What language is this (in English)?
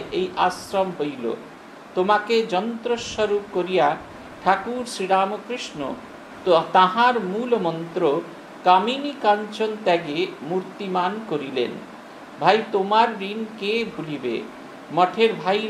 Bangla